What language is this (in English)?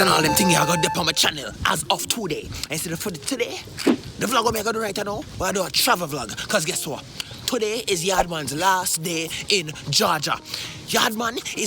Jamaican Creole English